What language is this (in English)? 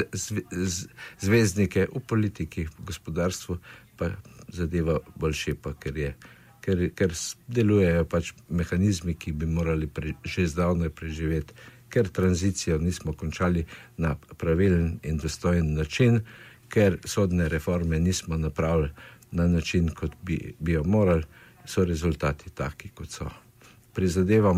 Slovenian